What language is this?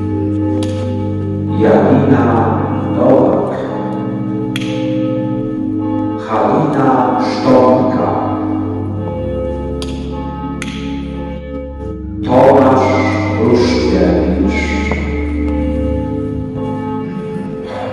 Polish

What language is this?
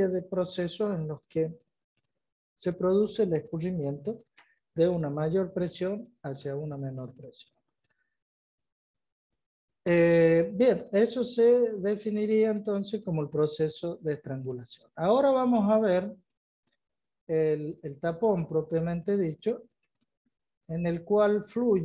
Spanish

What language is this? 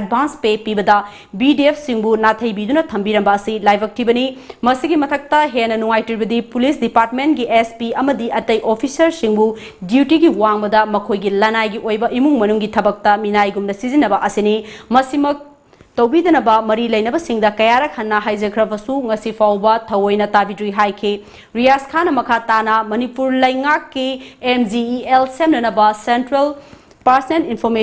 Manipuri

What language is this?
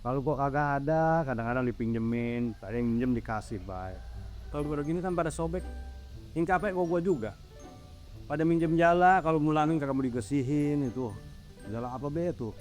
Betawi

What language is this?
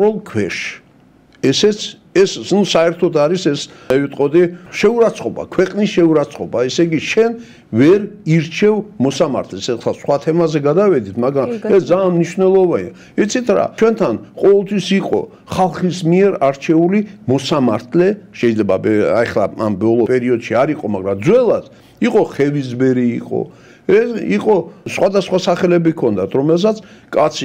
Georgian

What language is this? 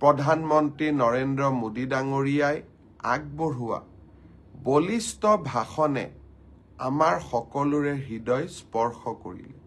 Assamese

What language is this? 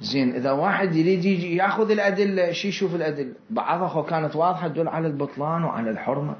Mesopotamian Arabic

